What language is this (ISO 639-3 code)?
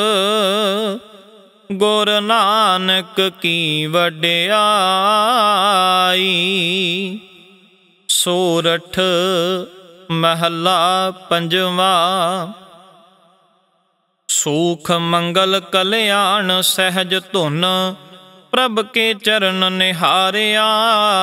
pan